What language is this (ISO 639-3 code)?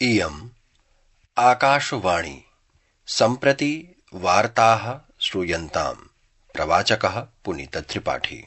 san